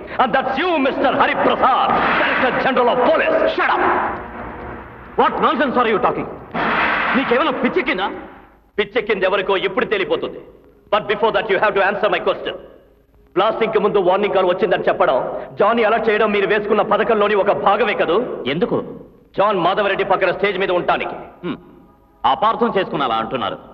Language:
Telugu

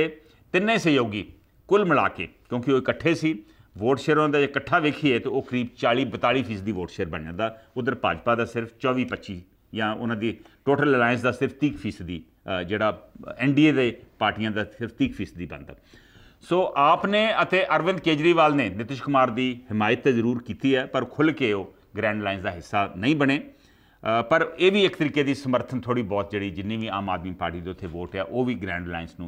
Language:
Punjabi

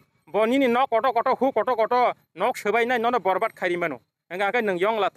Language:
Kok Borok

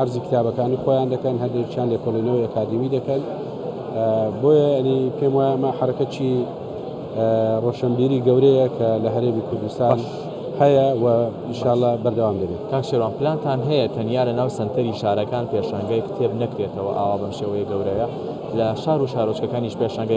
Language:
Central Kurdish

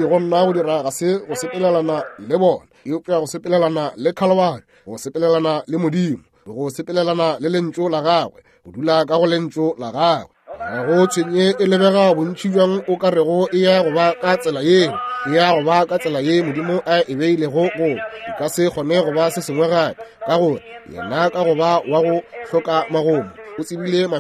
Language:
Northern Sotho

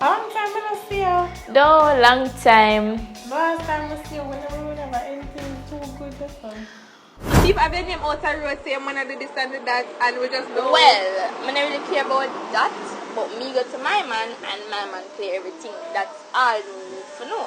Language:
Jamaican Creole English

